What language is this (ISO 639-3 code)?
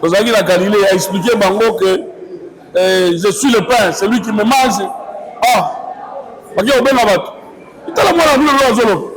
lin